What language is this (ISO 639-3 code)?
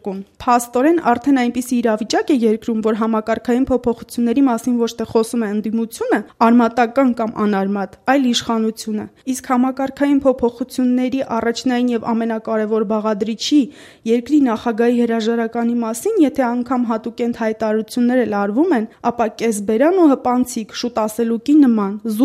hye